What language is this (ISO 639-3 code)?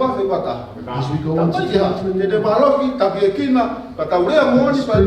ton